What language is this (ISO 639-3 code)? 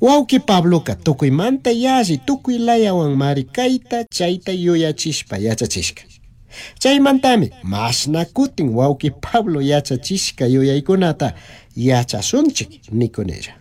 qug